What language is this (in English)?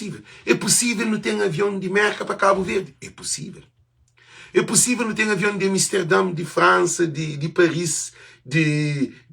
Kabuverdianu